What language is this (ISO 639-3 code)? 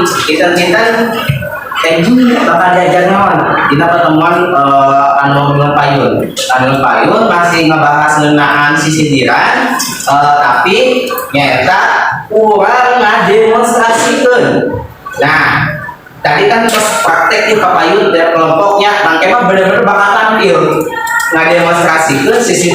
sun